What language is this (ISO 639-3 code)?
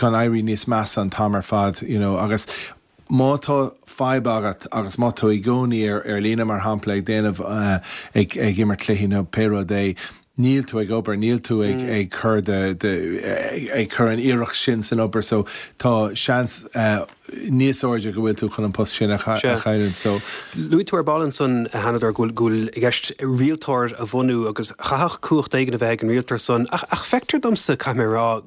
gle